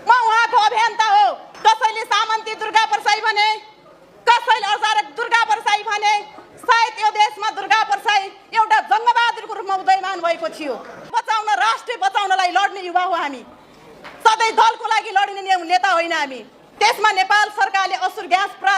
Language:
Nepali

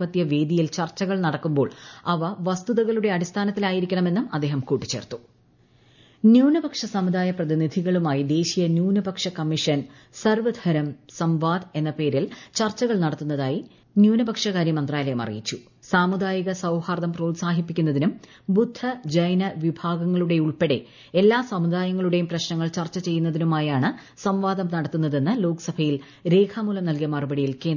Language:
Malayalam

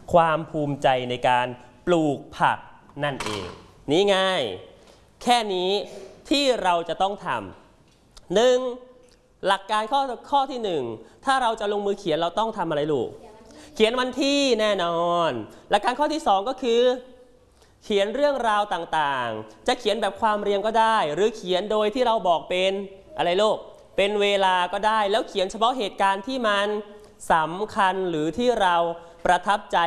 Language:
Thai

